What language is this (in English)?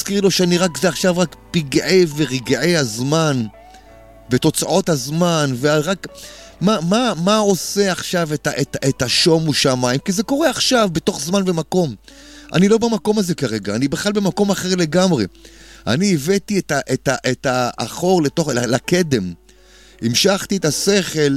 Hebrew